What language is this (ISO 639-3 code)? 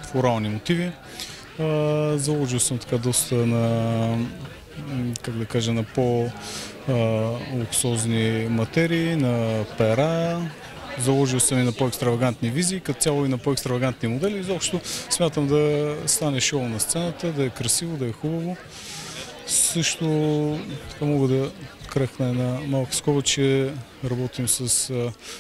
bul